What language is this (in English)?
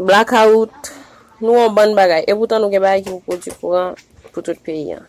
Haitian Creole